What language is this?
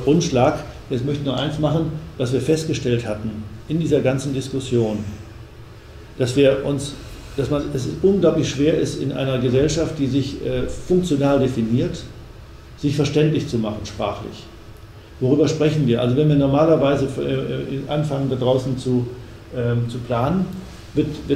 German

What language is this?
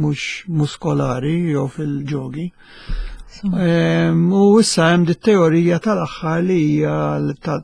Maltese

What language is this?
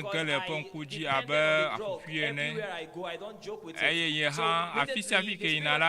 Ewe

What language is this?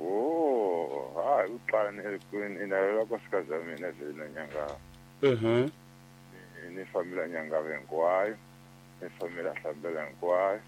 Tsonga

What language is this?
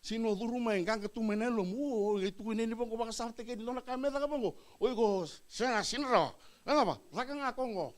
Fijian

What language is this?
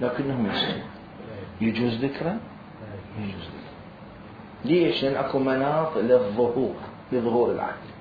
Mesopotamian Arabic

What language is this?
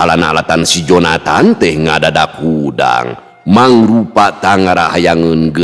Sundanese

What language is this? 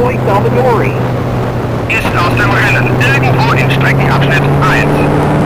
Bavarian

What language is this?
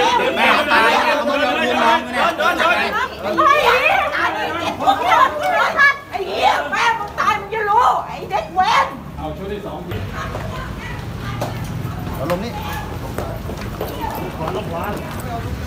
Thai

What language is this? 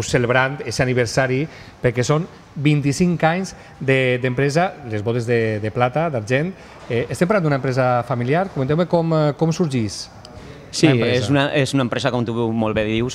Catalan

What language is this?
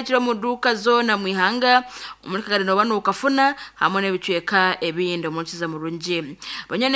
Nyoro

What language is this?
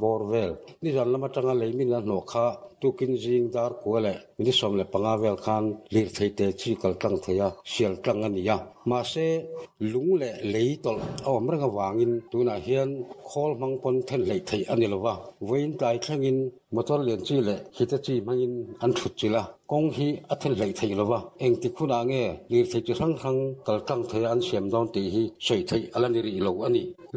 Mizo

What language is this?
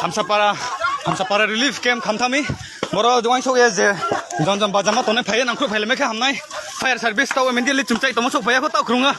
Riang (India)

